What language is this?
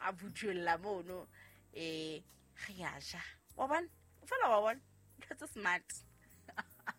Southern Sotho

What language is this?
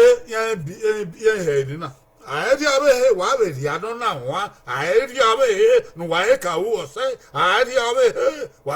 Bini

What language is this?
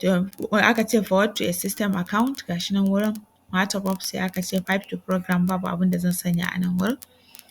Hausa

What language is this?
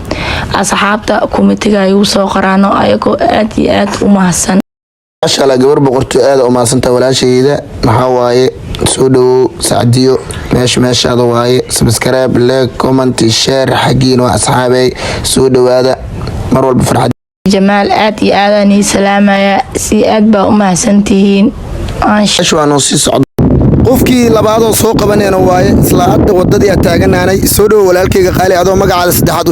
Somali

